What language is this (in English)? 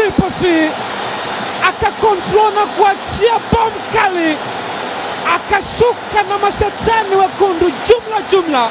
Swahili